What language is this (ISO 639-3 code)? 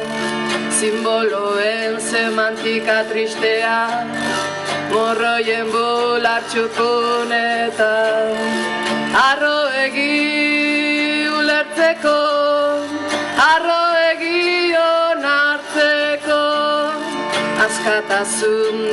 eus